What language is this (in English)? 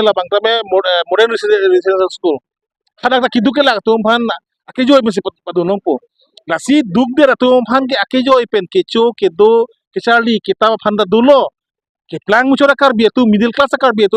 Karbi